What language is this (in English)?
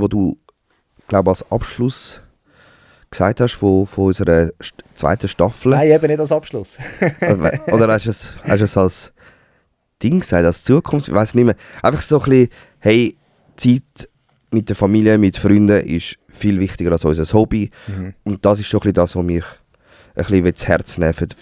Swiss German